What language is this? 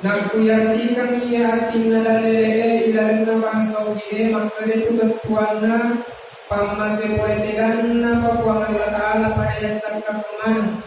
Buginese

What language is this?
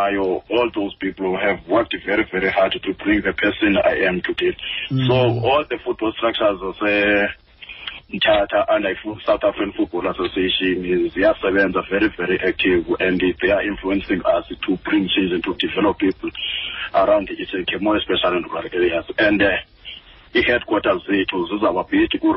Xhosa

